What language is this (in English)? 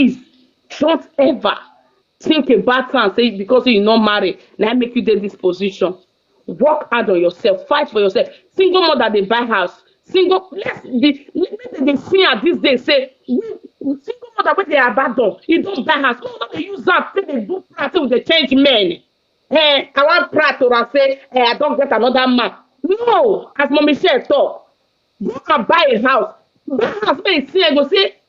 Nigerian Pidgin